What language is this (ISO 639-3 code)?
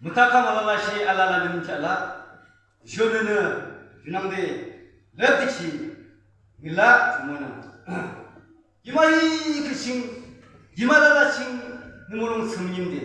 yim